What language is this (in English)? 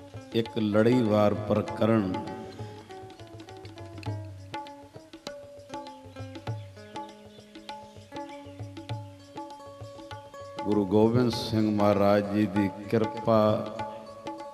Punjabi